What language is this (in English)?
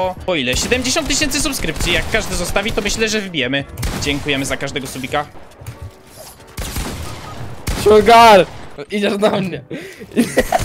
Polish